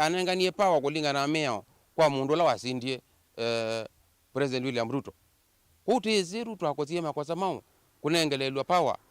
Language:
Kamba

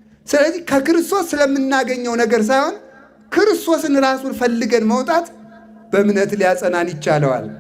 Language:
Amharic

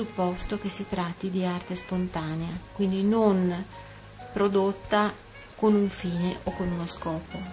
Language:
Italian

